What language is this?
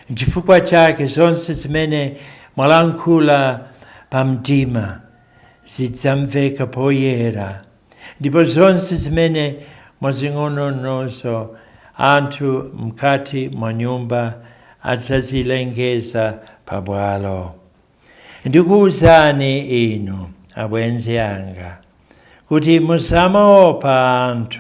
Nyanja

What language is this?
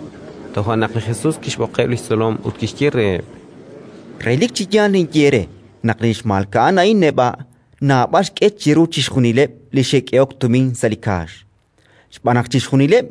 Kekchí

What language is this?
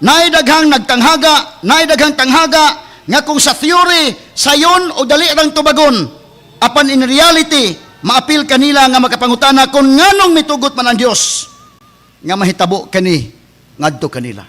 Cebuano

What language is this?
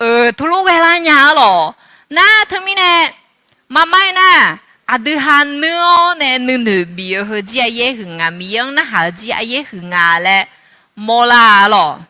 Akha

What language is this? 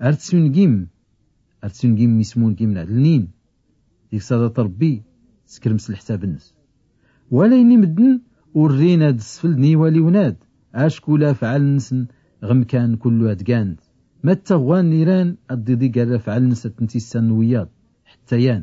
Tachelhit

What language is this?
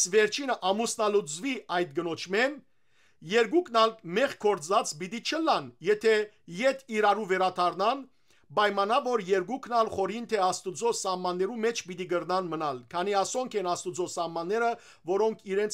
Western Armenian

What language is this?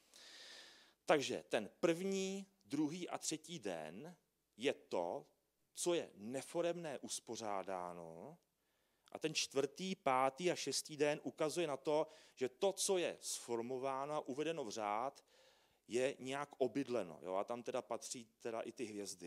Czech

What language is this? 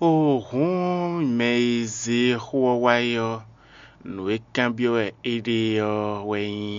Fon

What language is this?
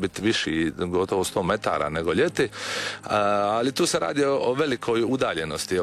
Croatian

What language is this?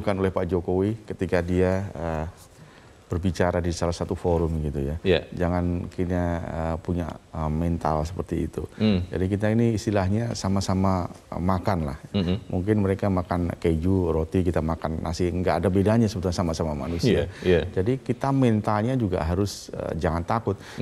Indonesian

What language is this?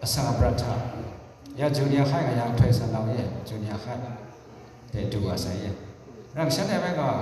Kachin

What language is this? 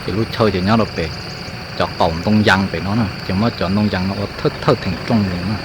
Hmong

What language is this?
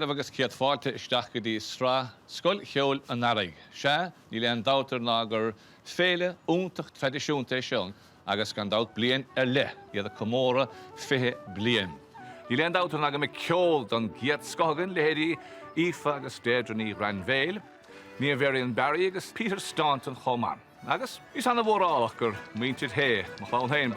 Irish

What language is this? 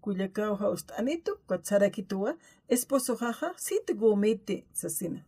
Aymara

